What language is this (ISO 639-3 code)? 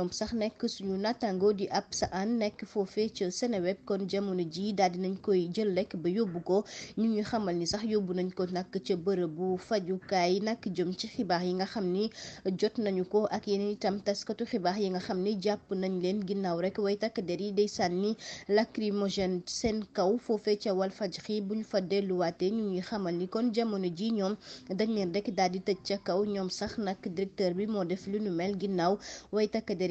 wol